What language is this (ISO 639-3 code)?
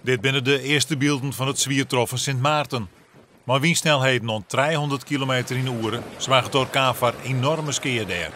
fry